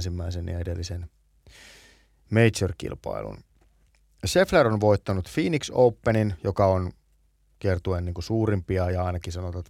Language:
Finnish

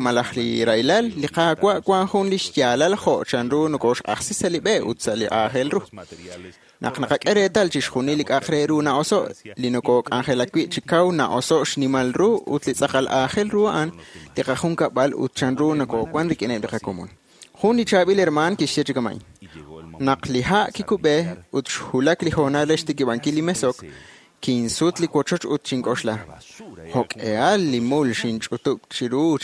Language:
Kekchí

